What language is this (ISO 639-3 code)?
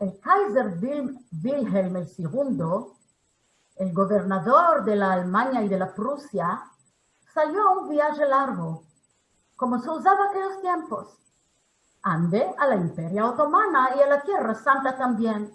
lad